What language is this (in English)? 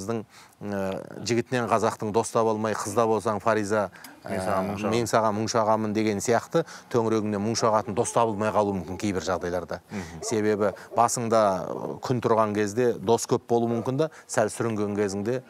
Kazakh